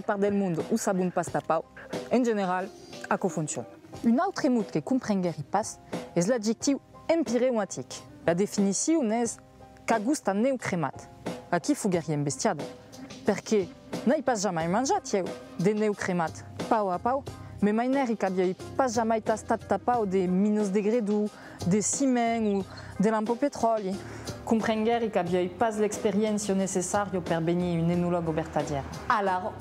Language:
Occitan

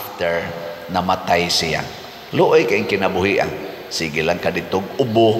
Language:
Cebuano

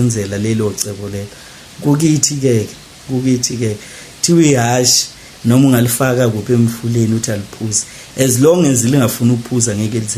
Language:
Zulu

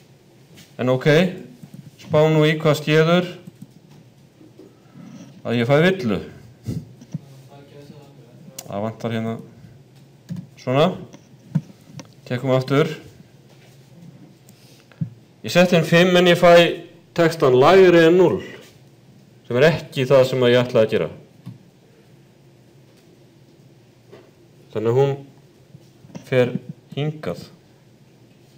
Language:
Icelandic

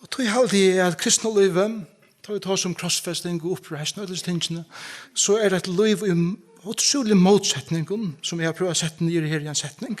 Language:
Faroese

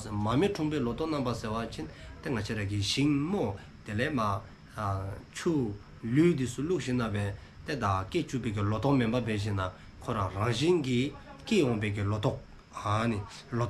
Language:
Dzongkha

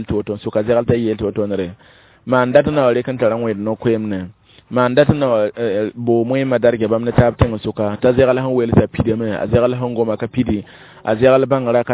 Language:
Mossi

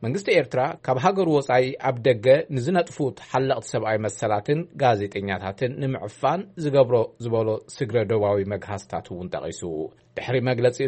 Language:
Tigrinya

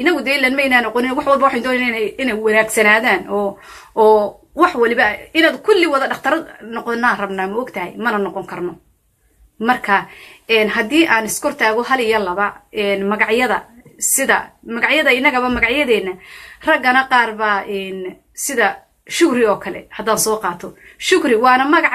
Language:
Somali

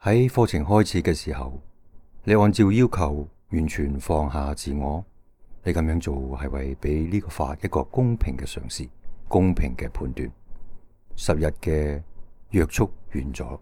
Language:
Cantonese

